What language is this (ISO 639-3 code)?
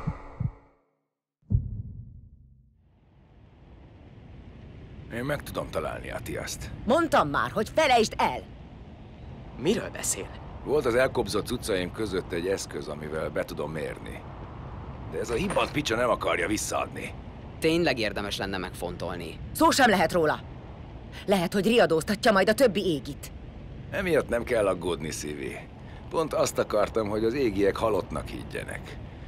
hun